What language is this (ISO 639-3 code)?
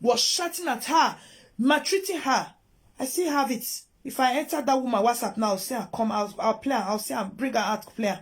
pcm